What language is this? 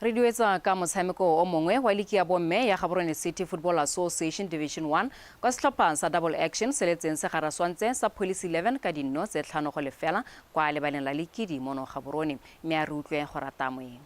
Tswana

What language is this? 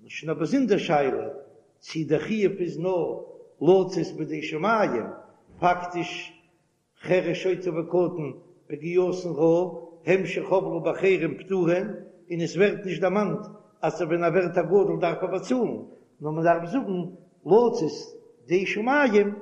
Yiddish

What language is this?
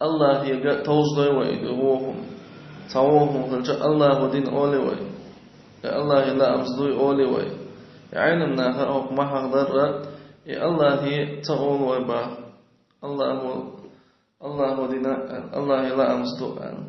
Chechen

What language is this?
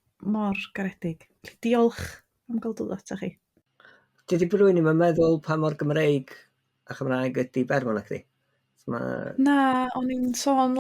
Welsh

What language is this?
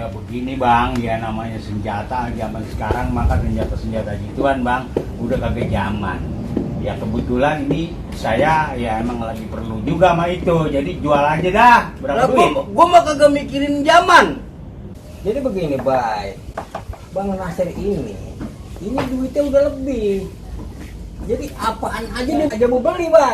Betawi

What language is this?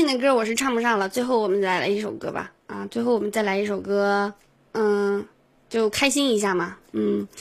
Chinese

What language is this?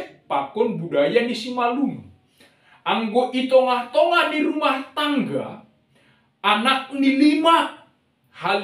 Batak Simalungun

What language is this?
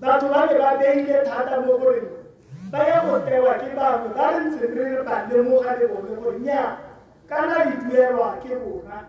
Tswana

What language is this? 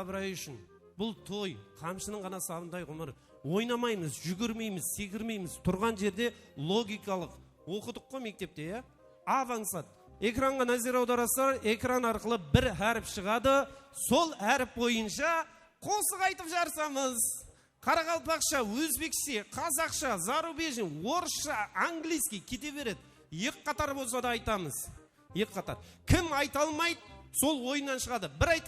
Kara-Kalpak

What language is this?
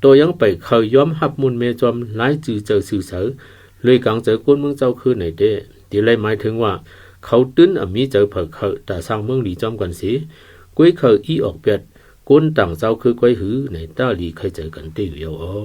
Shan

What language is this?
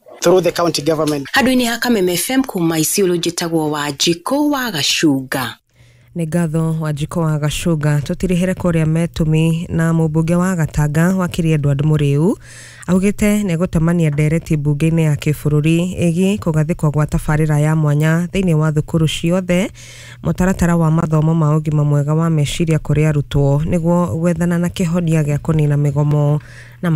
Kikuyu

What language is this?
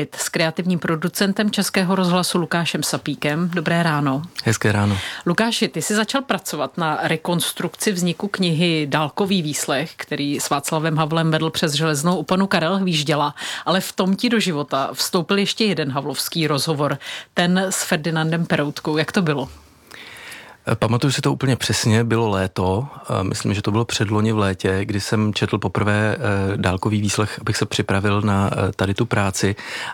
Czech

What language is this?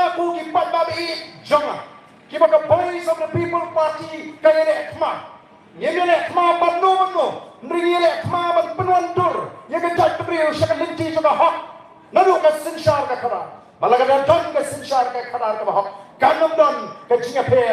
Khasi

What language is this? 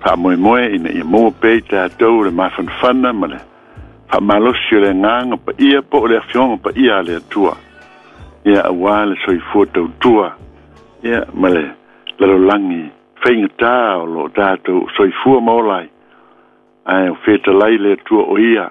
Samoan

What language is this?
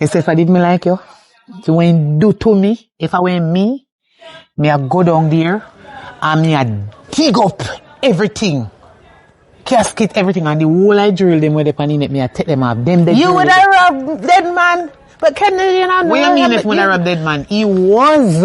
Jamaican Creole English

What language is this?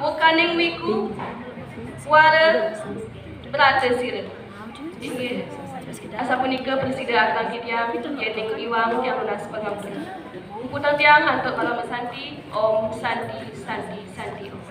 Kawi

